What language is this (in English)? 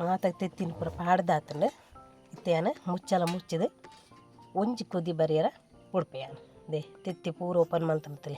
Tulu